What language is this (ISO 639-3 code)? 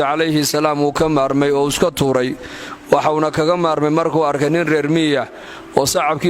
som